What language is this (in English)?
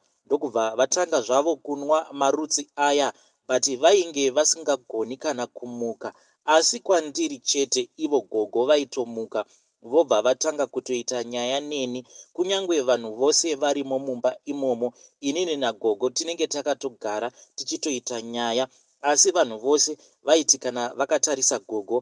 Shona